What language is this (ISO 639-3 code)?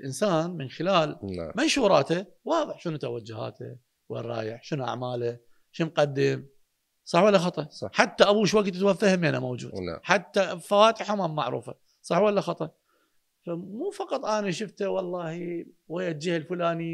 acm